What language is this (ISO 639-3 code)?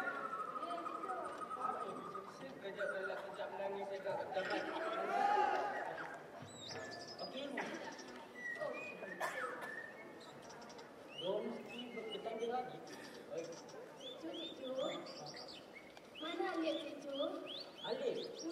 msa